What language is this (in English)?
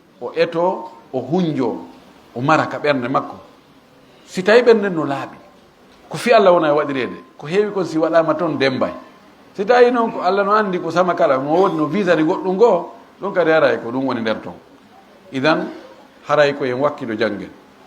Fula